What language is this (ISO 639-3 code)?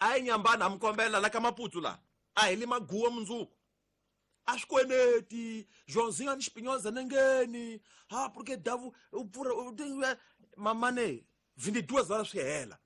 tso